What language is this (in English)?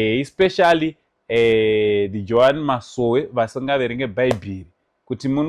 Shona